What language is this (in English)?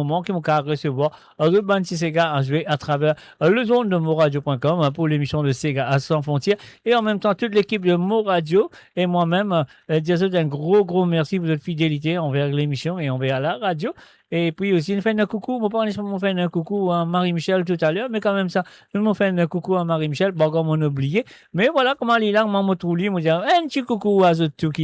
Morisyen